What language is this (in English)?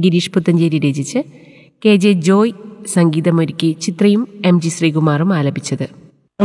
Malayalam